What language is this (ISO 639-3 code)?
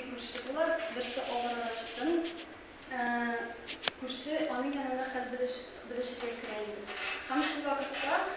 tat